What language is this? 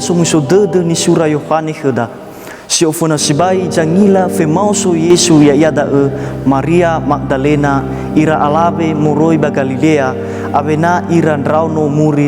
Nias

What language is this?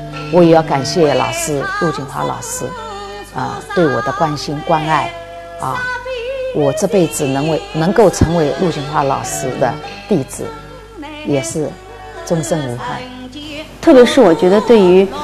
Chinese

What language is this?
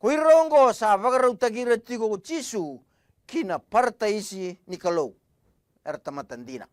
Fijian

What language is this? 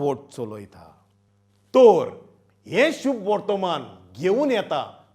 Konkani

